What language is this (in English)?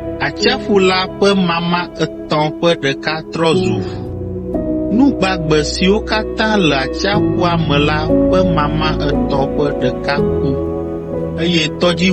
Ewe